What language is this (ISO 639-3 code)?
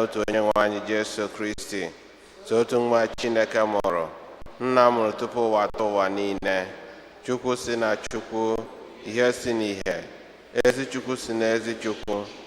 ibo